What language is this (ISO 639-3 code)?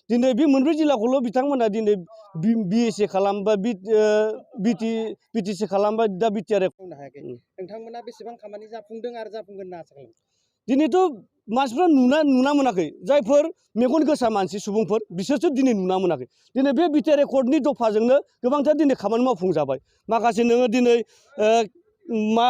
brx